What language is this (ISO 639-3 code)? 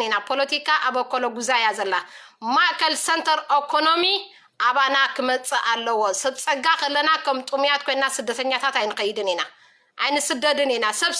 tir